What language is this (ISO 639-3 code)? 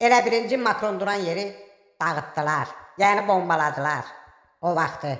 aze